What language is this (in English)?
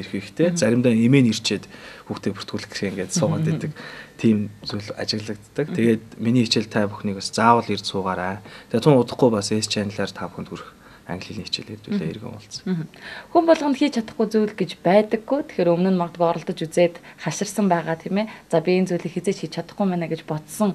Mongolian